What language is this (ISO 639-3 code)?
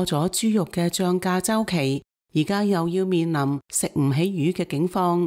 yue